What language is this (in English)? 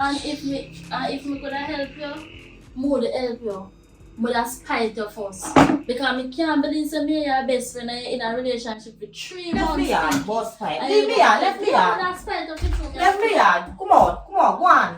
Jamaican Creole English